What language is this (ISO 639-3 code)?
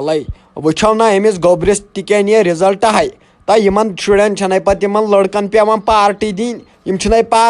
kas